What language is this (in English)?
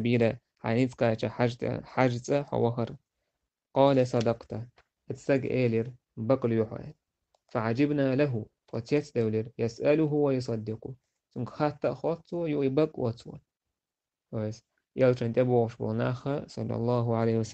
Chechen